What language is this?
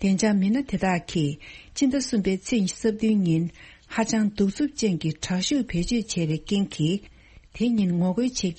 Tibetan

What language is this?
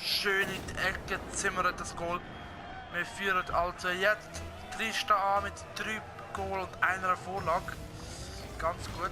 Swiss German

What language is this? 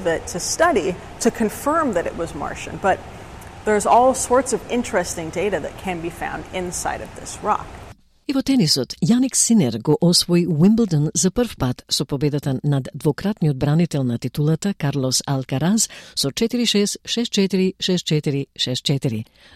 Macedonian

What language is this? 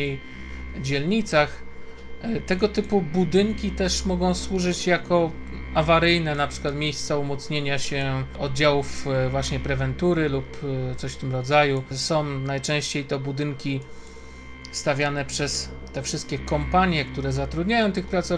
Polish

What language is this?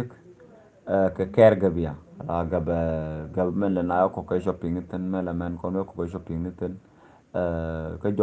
Nuer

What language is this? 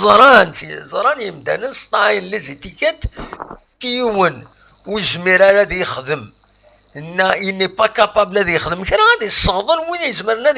Kabyle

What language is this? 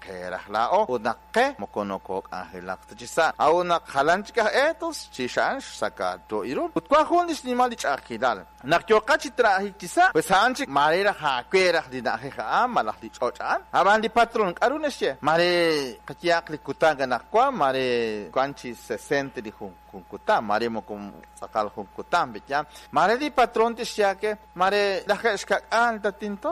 Kekchí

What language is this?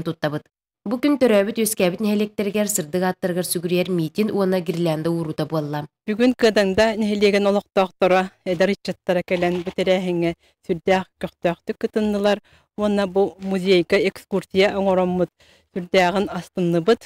Yakut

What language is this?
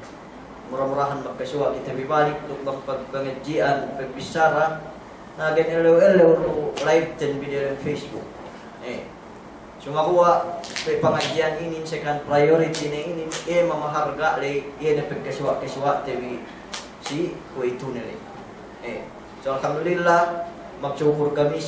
Yakan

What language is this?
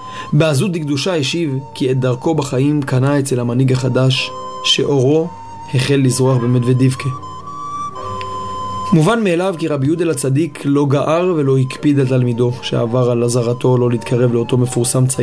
Hebrew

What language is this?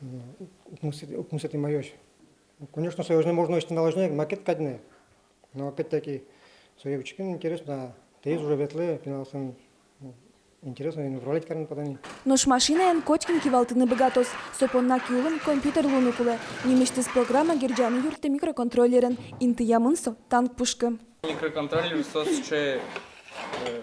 Udmurt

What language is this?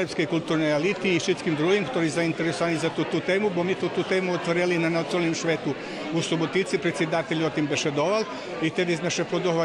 Rusyn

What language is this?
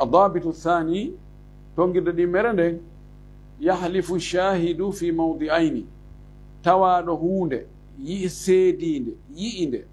Fula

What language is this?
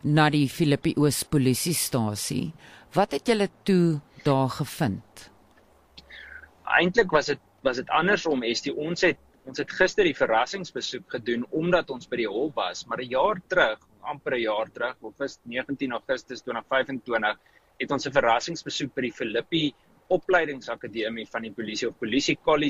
Afrikaans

